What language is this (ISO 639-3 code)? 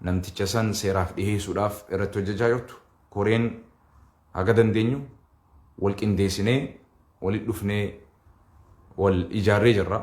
orm